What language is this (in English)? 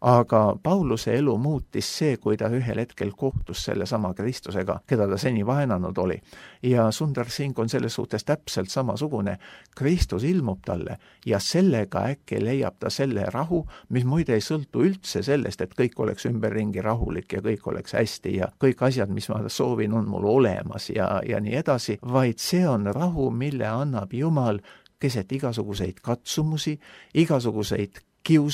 Estonian